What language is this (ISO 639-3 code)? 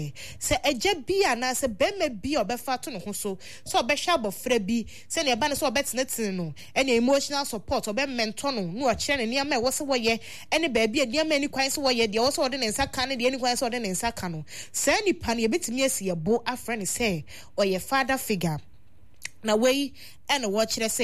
aka